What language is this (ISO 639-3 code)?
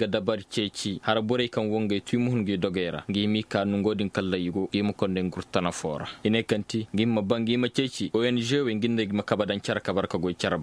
ses